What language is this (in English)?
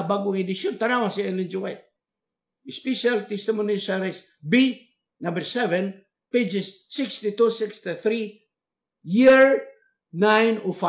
Cebuano